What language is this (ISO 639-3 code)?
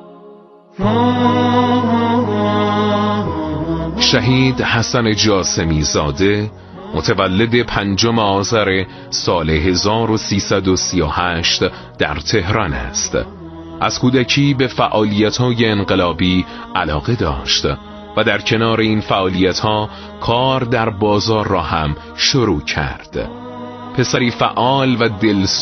fas